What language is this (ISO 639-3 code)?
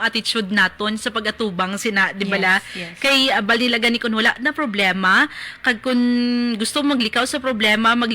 hil